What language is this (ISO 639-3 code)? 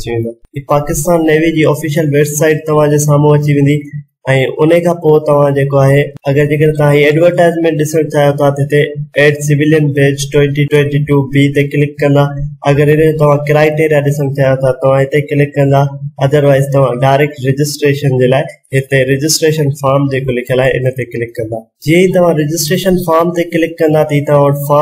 snd